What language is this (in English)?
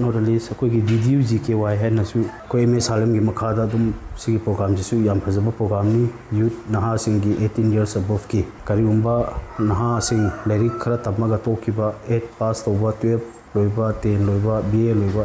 Manipuri